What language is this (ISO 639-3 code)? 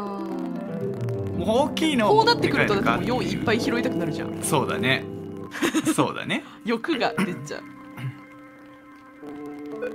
jpn